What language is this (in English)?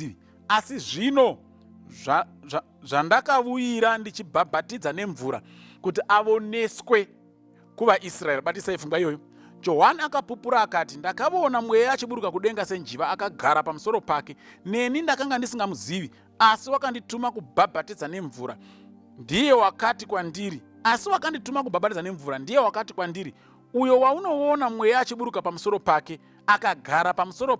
Shona